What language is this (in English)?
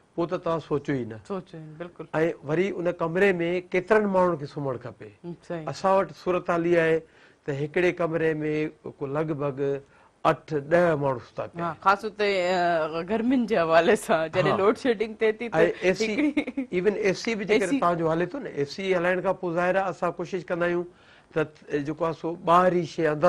Sindhi